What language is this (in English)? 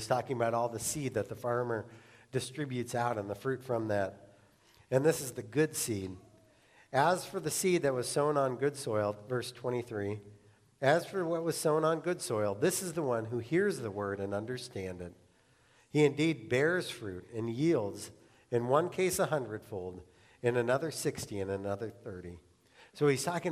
English